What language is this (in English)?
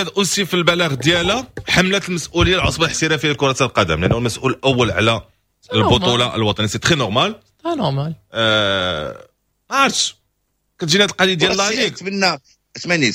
Moroccan Arabic